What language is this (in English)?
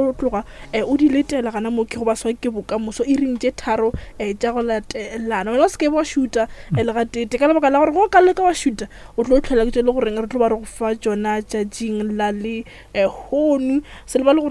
Northern Sotho